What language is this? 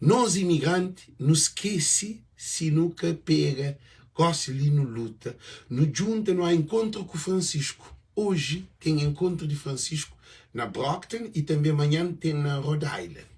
Kabuverdianu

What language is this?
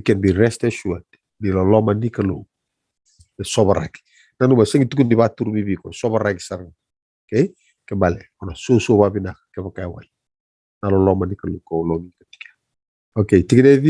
Fijian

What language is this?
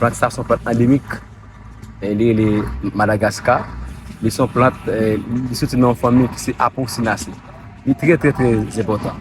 Haitian Creole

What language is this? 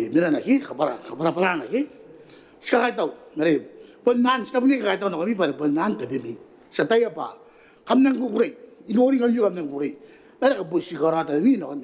Gilbertese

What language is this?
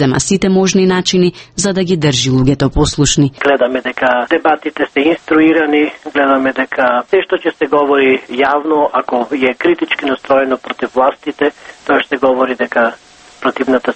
Macedonian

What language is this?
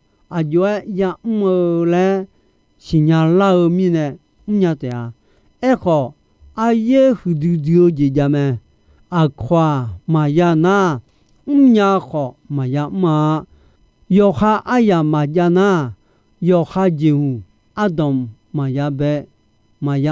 Akha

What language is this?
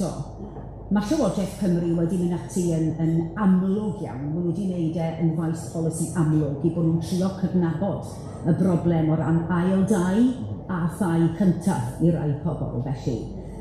Welsh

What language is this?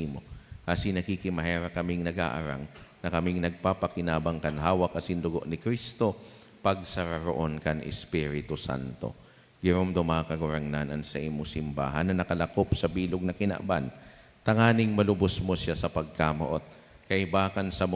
Bikol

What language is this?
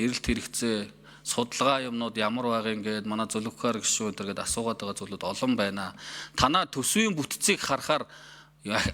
Mongolian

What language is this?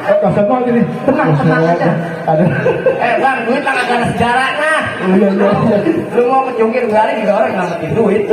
Betawi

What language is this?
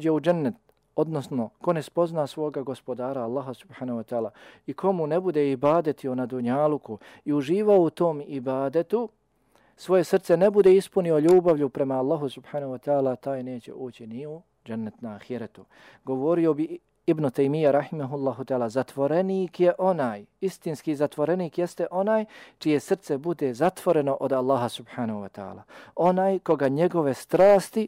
Bosnian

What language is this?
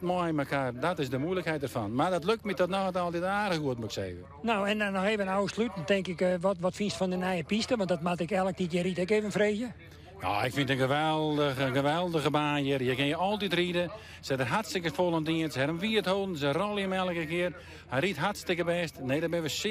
Western Frisian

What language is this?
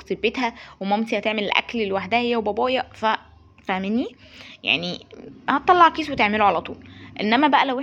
Egyptian Arabic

